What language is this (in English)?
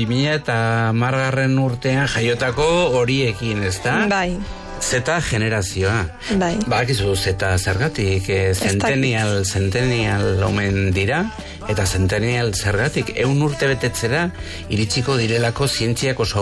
Basque